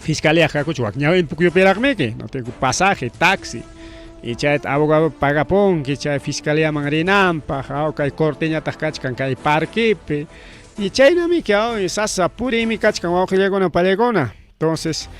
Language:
Ayacucho Quechua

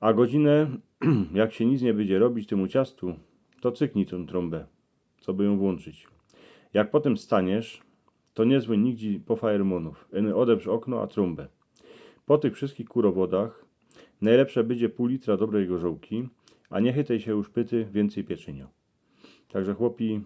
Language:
Silesian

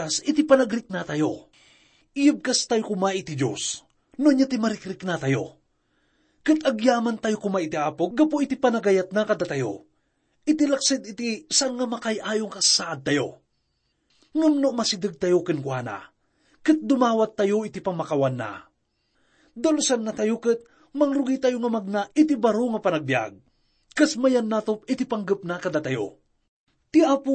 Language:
Iloko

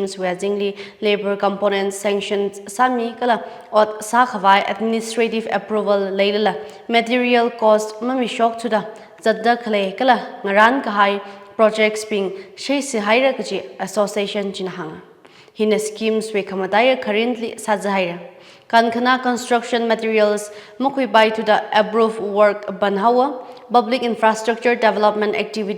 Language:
Tangkhul Naga (India)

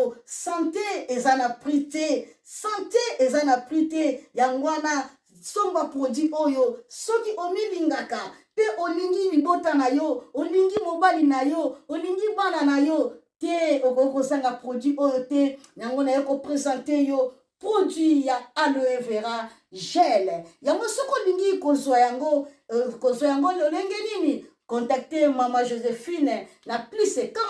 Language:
Lingala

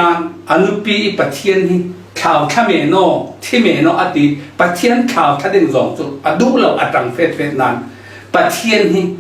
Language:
Falam Chin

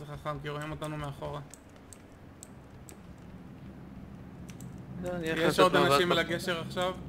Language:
Hebrew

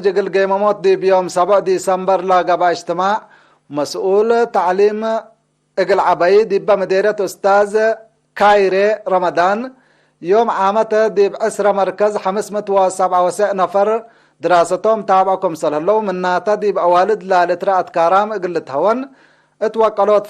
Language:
Tigre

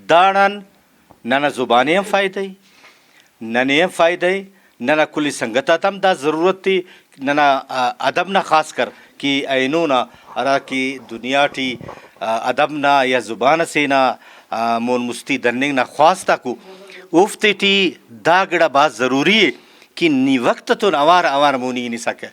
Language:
Brahui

